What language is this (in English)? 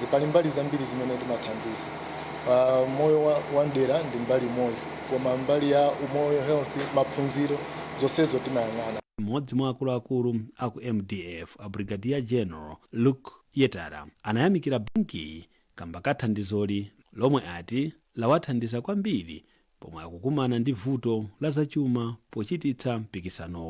Nyanja